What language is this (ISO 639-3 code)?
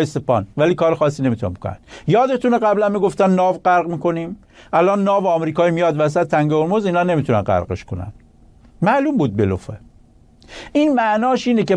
fas